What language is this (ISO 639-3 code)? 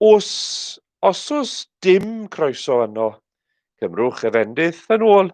cym